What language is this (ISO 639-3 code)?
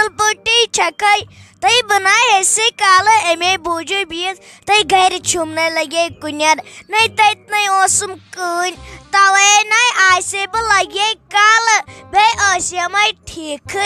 kas